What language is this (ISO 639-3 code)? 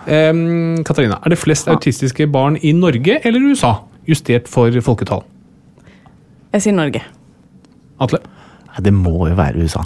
nor